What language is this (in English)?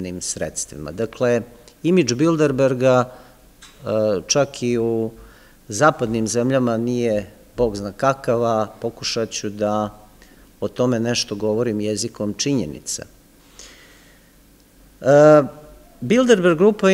Serbian